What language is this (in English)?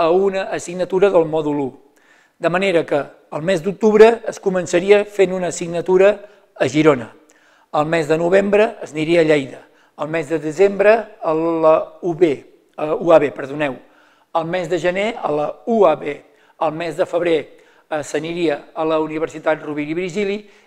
Catalan